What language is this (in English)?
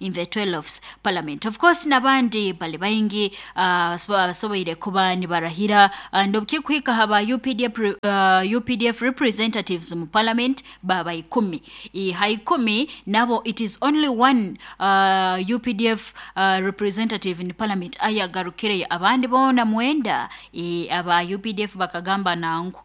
Nyoro